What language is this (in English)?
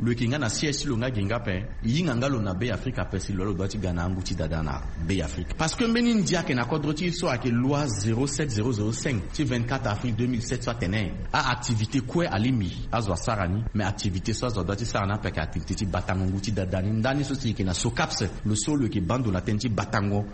Sango